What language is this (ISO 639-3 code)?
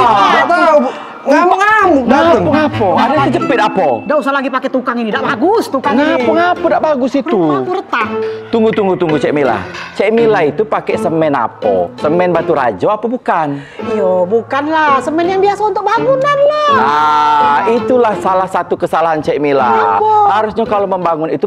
mui